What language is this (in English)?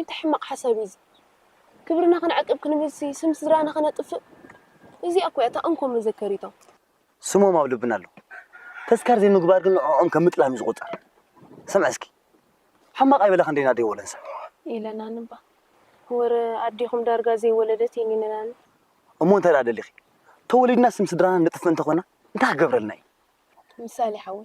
Tigrinya